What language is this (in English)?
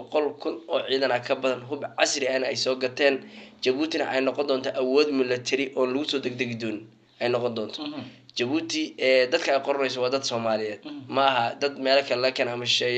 Somali